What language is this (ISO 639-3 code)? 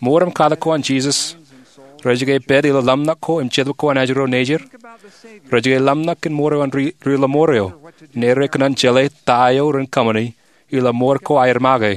mah